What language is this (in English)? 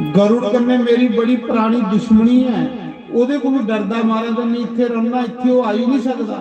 Dogri